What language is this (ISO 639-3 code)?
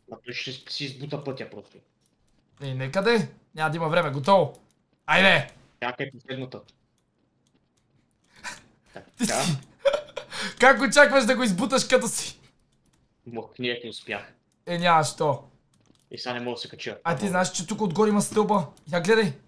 bul